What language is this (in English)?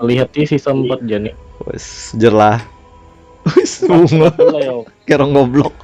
Banjar